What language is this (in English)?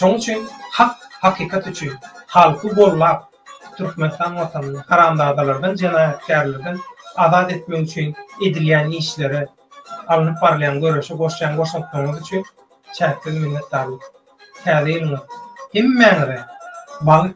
Turkmen